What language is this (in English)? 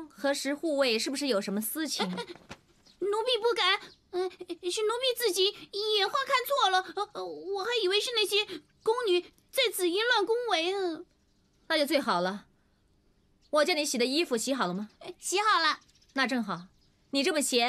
Chinese